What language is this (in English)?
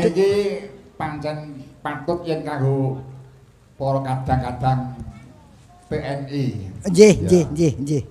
Javanese